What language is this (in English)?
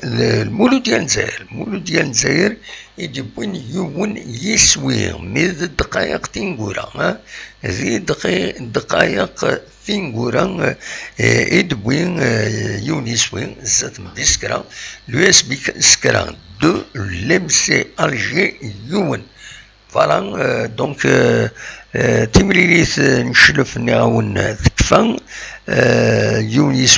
Kabyle